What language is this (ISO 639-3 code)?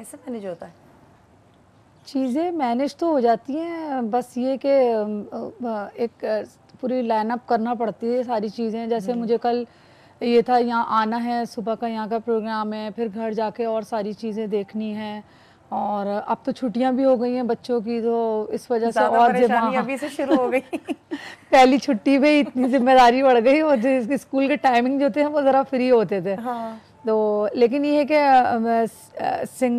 hin